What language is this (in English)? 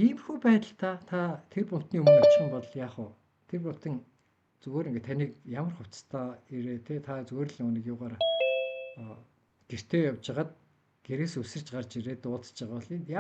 Mongolian